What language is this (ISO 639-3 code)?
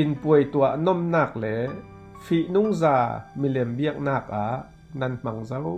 cfm